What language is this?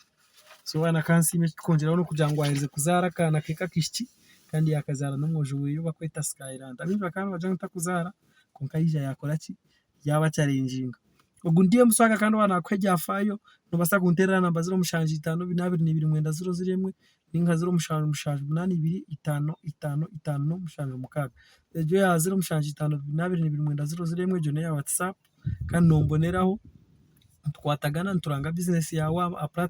Nyankole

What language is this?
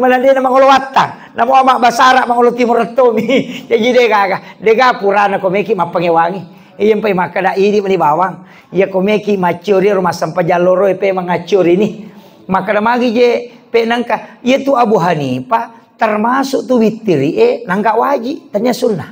Buginese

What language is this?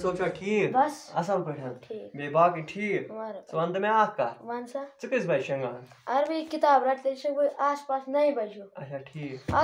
Kashmiri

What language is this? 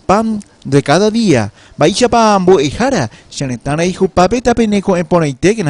Guarani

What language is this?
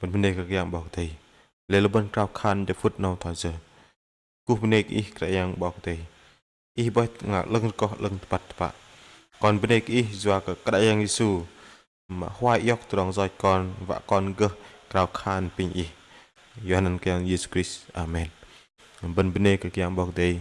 Bahnar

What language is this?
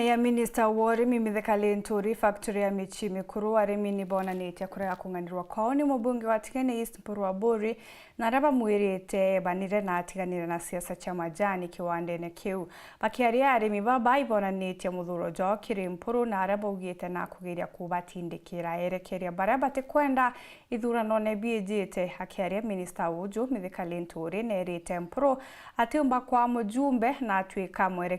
Meru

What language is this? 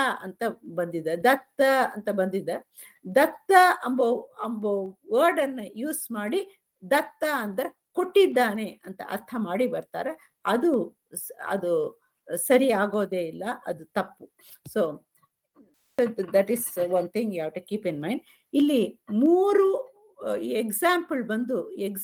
Kannada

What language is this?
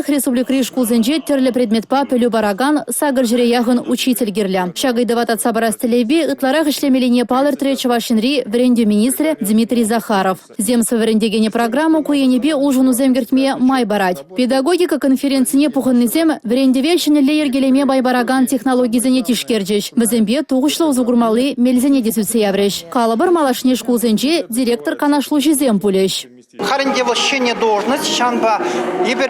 Chuvash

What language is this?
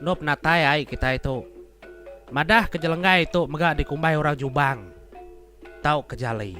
Iban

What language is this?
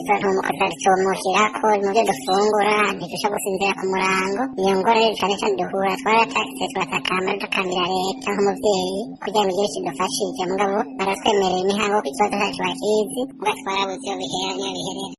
Rundi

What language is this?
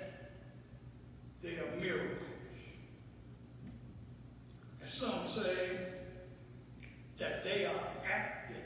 English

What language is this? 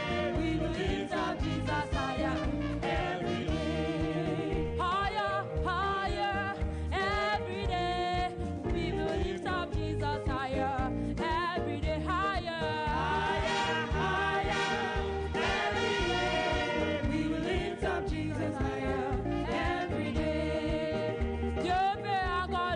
Ewe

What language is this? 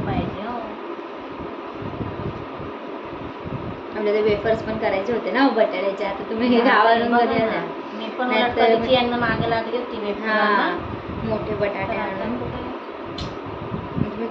Marathi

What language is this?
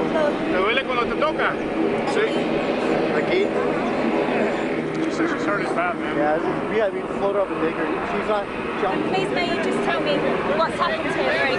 English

